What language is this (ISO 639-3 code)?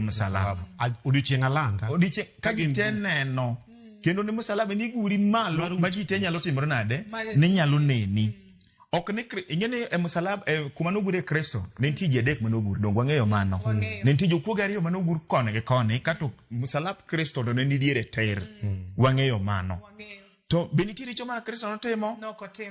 luo